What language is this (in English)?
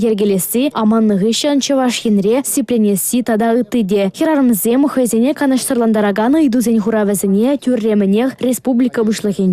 Chuvash